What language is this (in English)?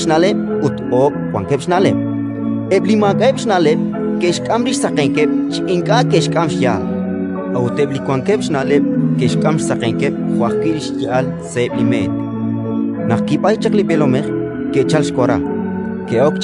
Kekchí